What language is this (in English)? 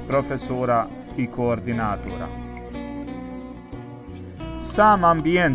Bosnian